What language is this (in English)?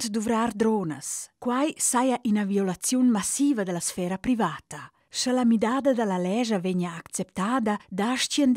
Romansh